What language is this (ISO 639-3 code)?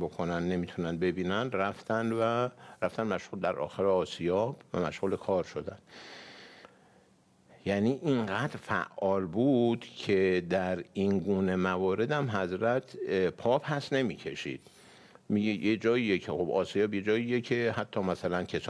fas